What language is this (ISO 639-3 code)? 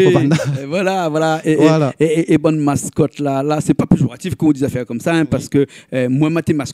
rcf